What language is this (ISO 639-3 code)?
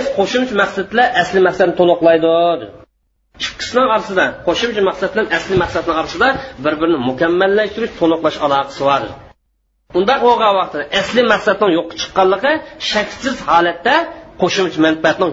uig